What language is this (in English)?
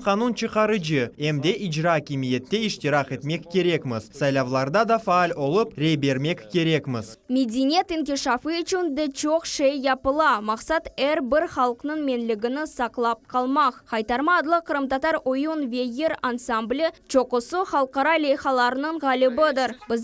Crimean Tatar